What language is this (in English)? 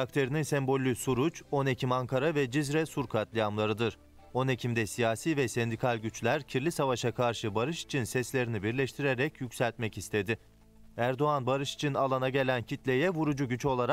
Turkish